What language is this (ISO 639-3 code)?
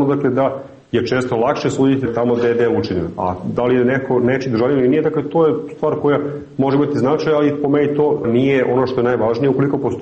srp